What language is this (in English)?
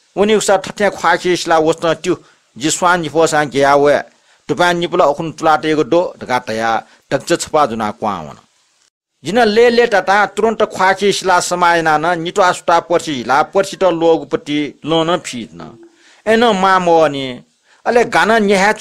Newari